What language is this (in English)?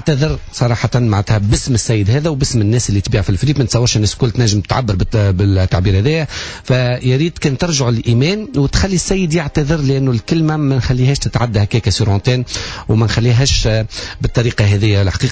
Tunisian Arabic